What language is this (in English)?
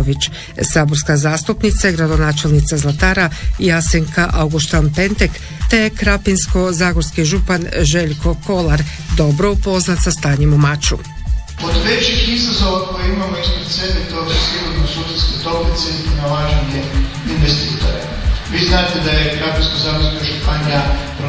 Croatian